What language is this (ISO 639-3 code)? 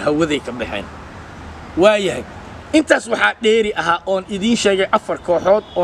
som